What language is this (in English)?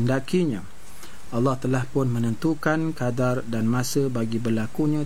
Malay